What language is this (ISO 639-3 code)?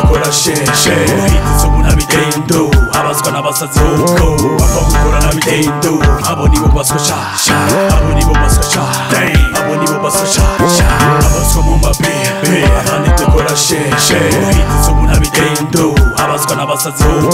kin